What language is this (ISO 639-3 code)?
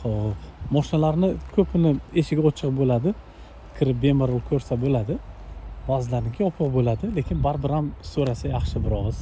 uzb